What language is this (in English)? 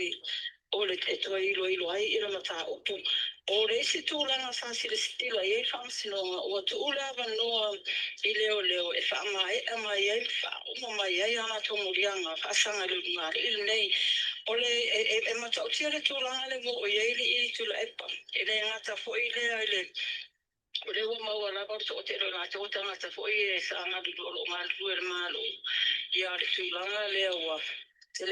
Samoan